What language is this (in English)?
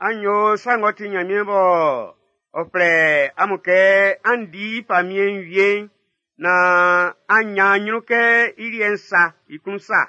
Baoulé